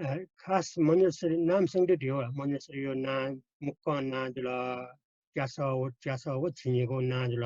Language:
Newari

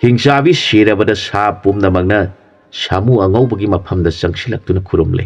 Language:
Manipuri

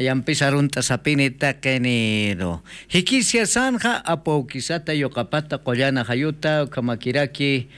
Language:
Aymara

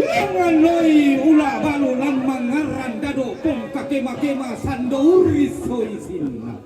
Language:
Toraja-Sa'dan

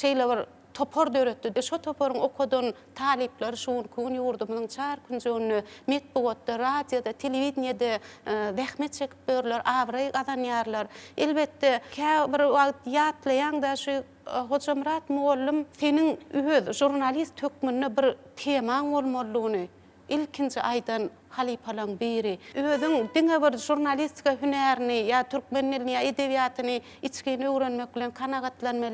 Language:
Turkmen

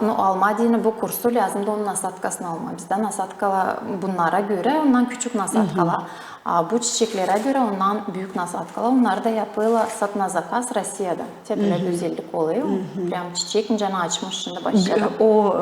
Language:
Gagauz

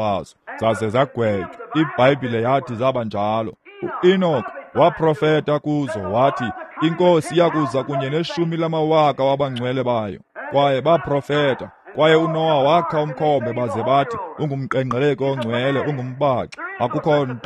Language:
Xhosa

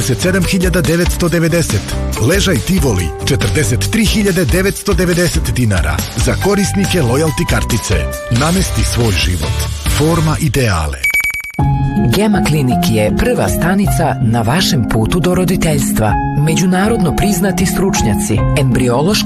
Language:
Serbian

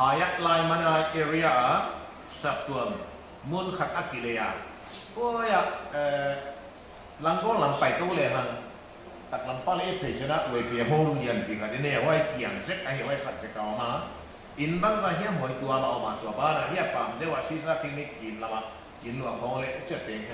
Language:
Paite Chin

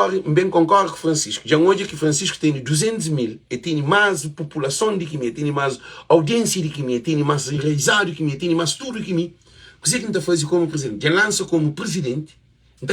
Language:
Kabuverdianu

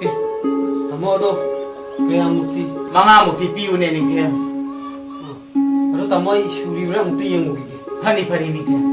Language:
Manipuri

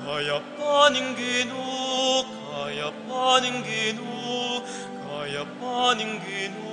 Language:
Pampanga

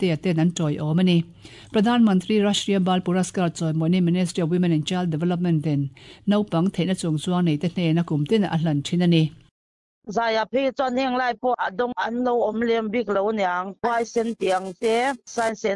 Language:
Mizo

